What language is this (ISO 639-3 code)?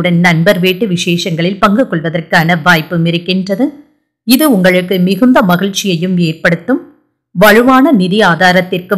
tam